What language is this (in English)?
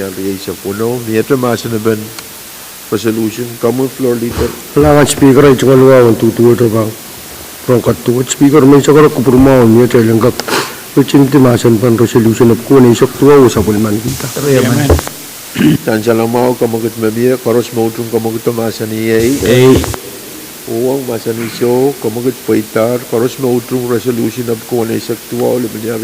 Pohnpeian